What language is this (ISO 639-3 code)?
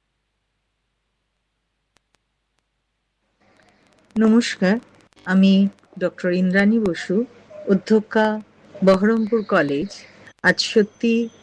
ben